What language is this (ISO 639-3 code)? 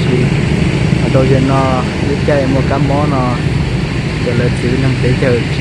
hmn